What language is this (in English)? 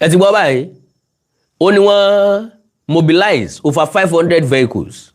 Yoruba